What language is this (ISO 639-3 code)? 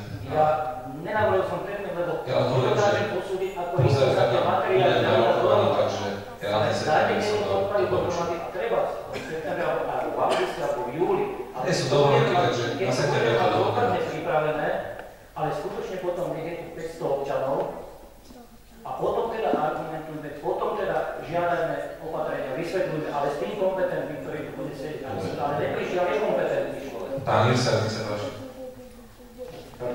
slk